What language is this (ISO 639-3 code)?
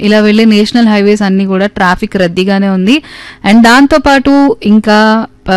tel